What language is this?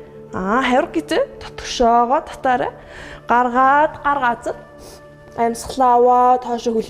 Mongolian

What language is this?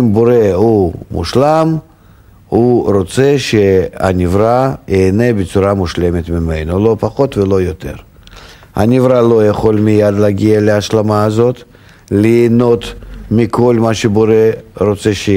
Hebrew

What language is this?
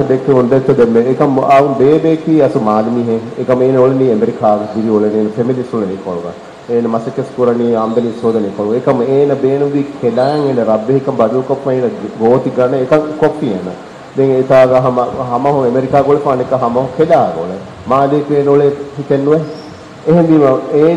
Divehi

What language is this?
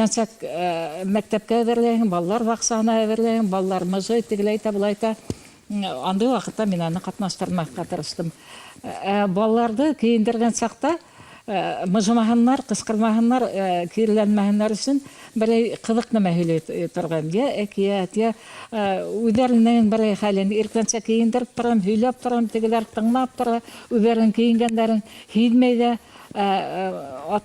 Bashkir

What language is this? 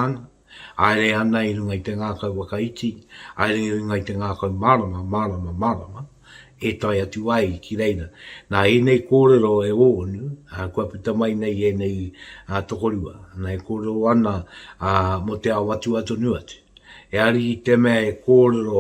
Māori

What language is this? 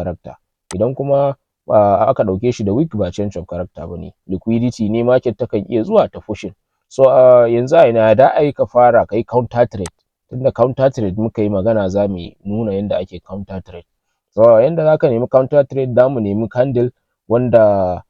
Hausa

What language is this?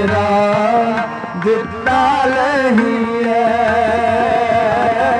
Punjabi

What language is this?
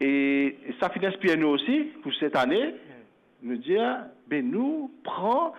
Morisyen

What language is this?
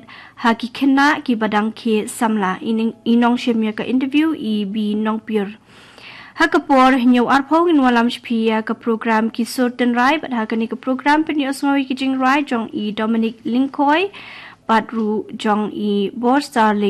Khasi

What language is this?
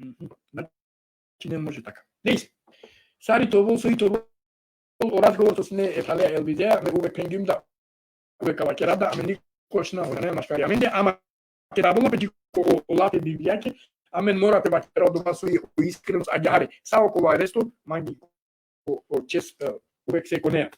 Balkan Romani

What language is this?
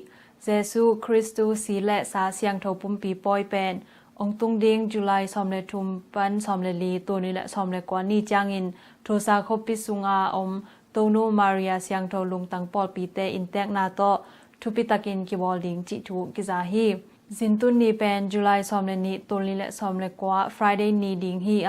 Tedim Chin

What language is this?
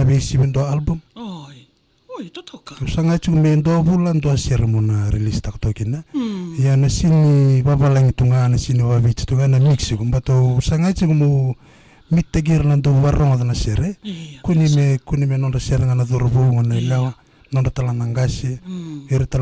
Fijian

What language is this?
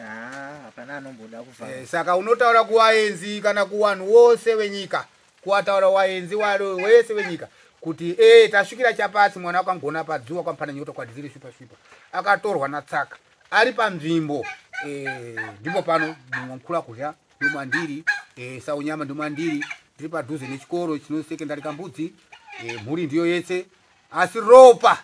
Shona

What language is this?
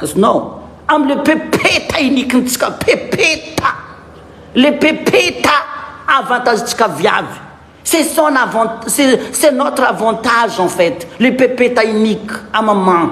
Malagasy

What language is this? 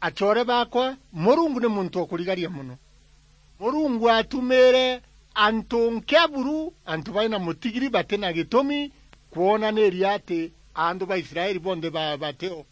Meru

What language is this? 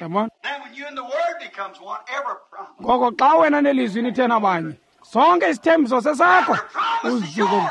Xhosa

